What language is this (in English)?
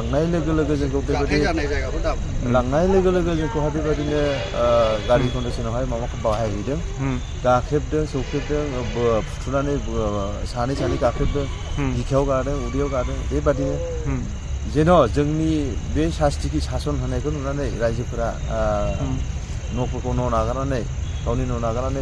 Bodo